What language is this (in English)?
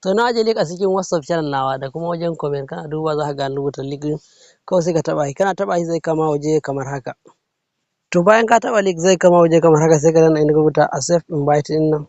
Hausa